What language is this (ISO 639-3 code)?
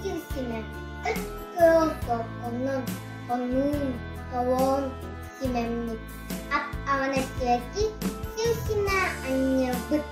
sah